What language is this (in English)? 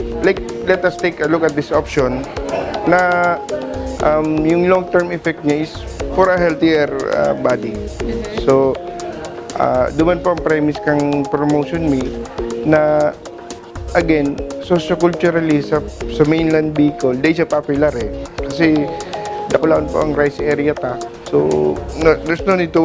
Bikol